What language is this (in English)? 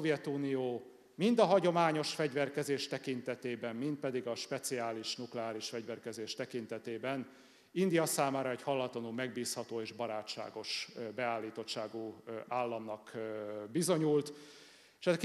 Hungarian